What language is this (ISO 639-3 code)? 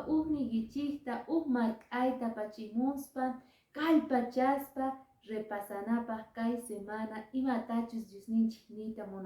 que